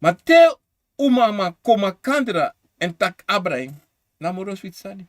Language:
Sranan Tongo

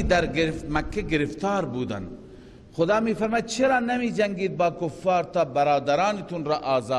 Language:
Persian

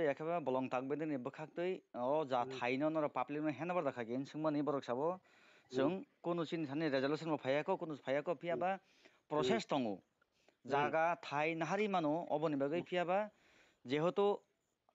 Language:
Kok Borok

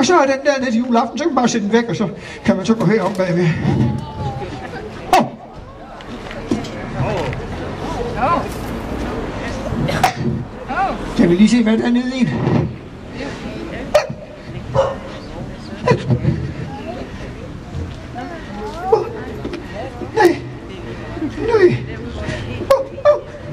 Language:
Danish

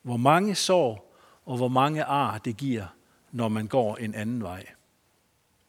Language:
Danish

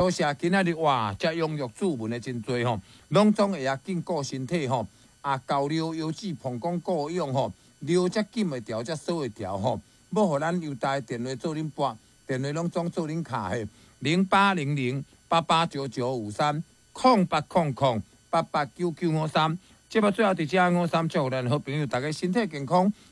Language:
Min Nan Chinese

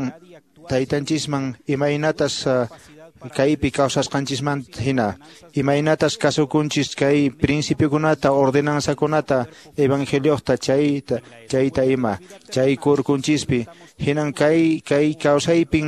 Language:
Quechua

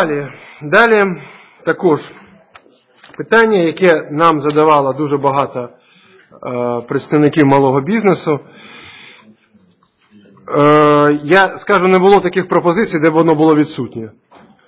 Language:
Ukrainian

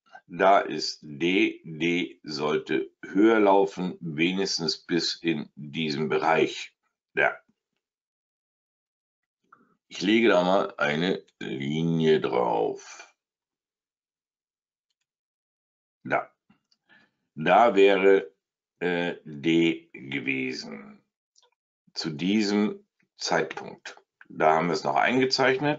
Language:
German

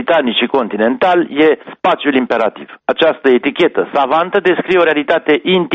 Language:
Romanian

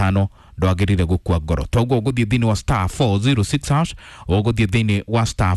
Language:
Kikuyu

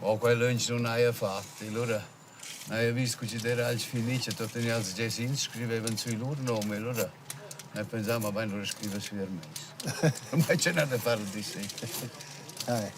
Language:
Romansh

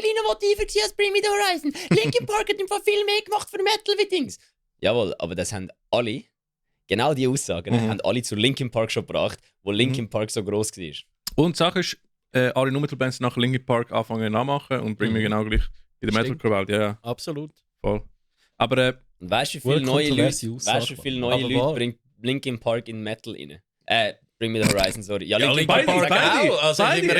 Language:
Swiss German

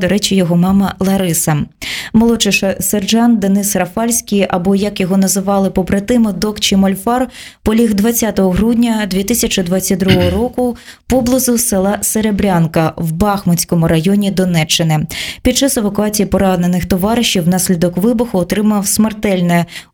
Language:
Ukrainian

